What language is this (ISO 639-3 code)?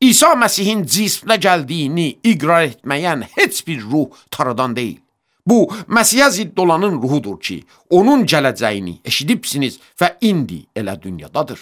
aze